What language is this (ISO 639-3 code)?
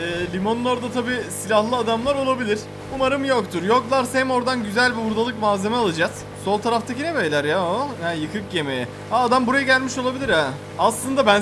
tur